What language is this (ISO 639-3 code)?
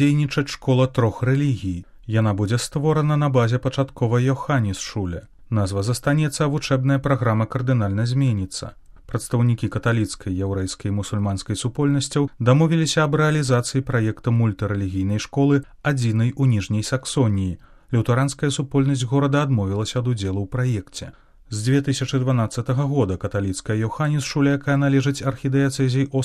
bel